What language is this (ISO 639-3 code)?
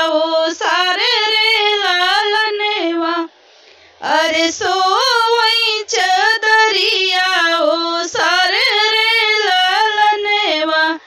bho